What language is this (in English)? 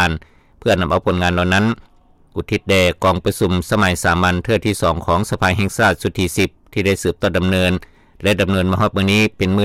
Lao